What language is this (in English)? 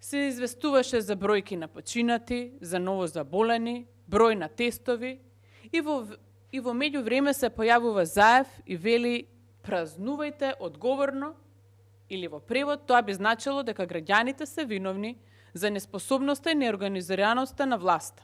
Macedonian